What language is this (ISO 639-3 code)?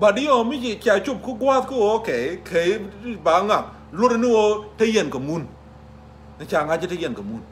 nus